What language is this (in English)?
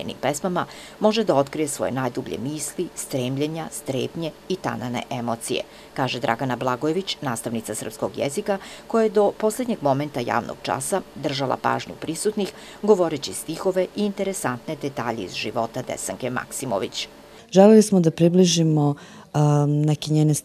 Serbian